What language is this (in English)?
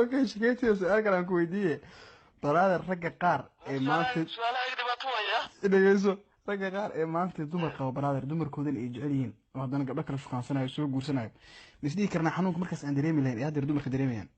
Somali